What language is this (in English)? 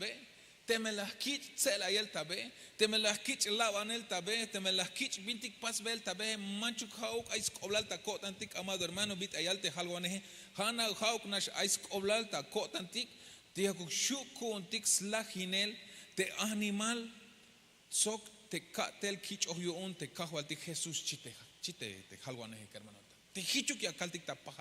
Tzeltal